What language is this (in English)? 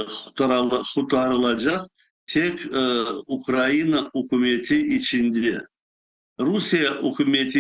Crimean Tatar